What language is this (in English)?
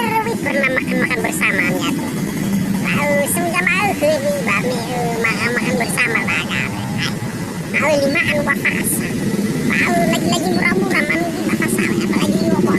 Nias